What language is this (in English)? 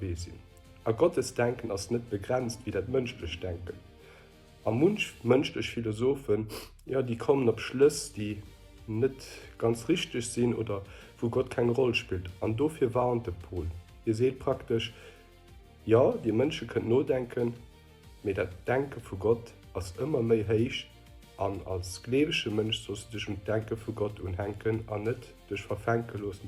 Luxembourgish